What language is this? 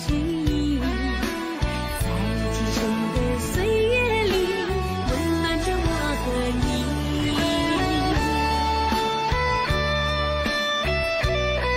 Chinese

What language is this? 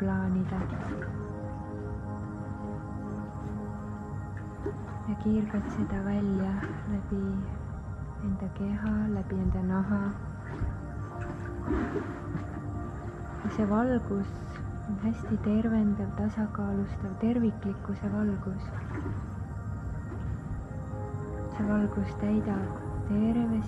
Estonian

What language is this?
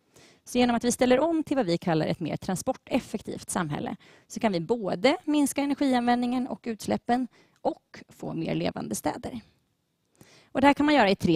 Swedish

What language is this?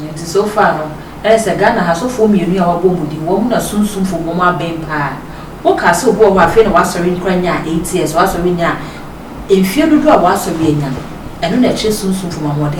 Akan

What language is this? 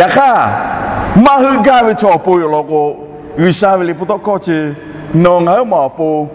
Lahu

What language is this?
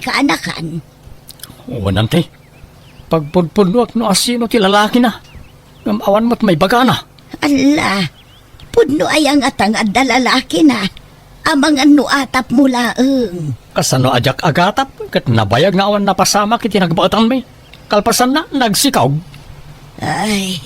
Iloko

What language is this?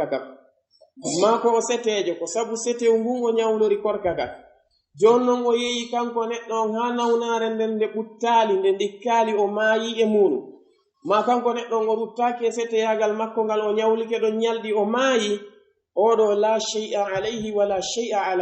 Pular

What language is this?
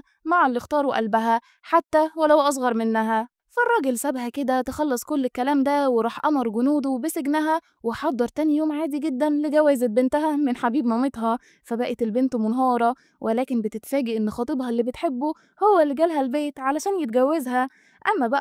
Egyptian Arabic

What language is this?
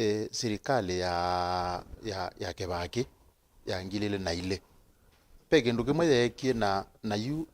Kamba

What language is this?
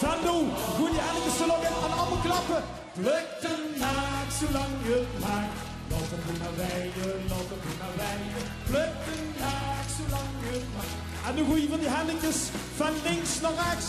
Limburgish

